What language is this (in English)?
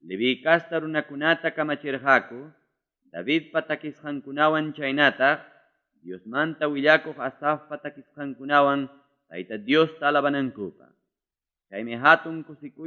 Ayacucho Quechua